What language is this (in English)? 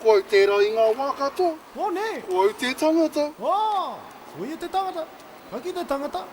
Māori